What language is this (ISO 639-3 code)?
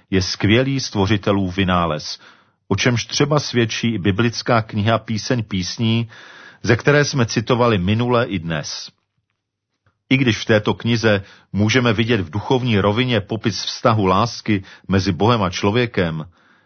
ces